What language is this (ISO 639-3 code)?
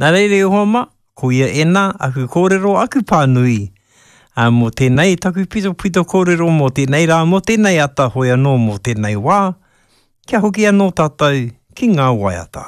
mri